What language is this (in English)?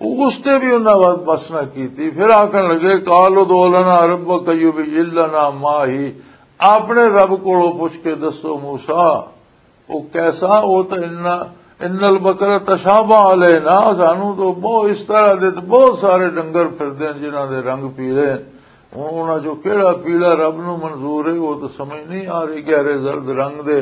Western Panjabi